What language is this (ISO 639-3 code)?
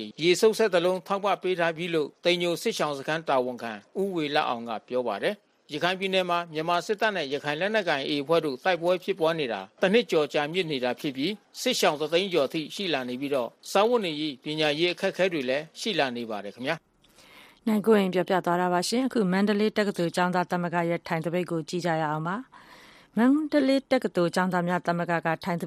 mya